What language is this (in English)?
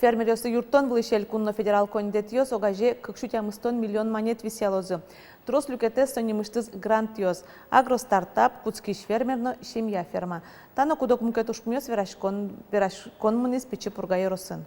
Udmurt